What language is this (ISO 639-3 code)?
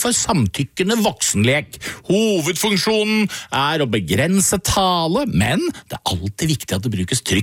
nor